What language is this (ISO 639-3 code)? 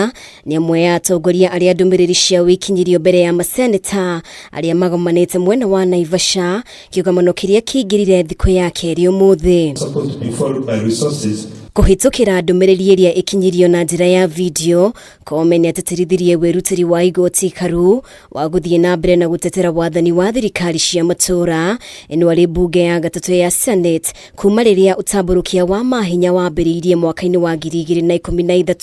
kik